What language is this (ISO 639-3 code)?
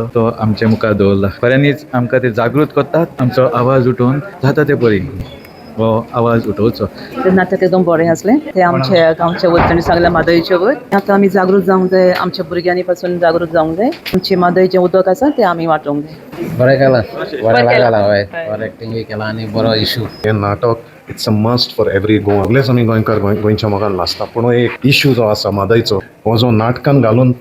kok